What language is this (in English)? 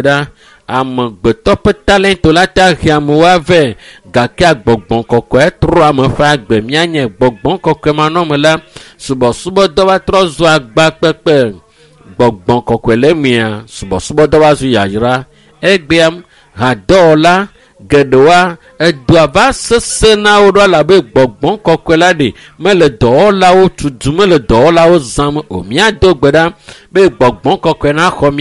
Ewe